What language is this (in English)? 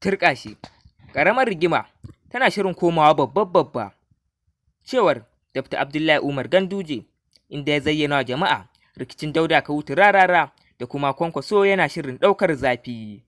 Hausa